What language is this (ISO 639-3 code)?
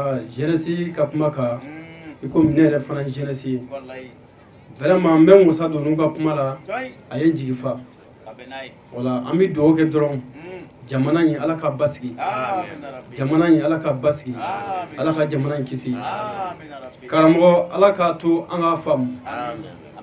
bam